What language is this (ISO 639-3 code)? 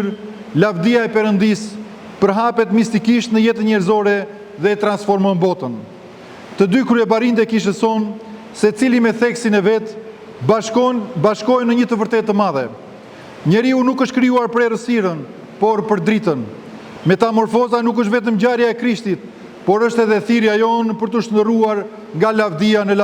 sqi